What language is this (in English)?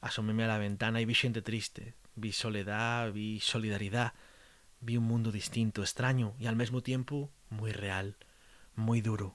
Asturian